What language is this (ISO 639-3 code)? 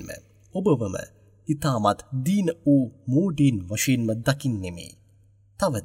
sin